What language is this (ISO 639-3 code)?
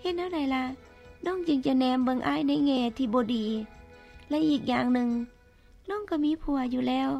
lao